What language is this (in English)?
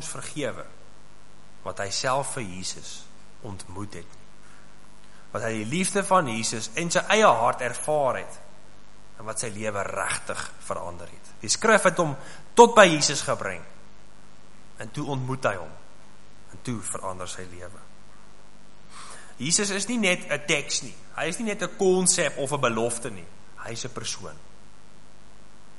Afrikaans